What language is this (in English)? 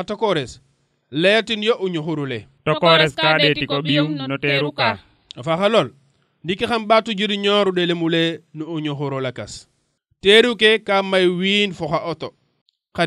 Serer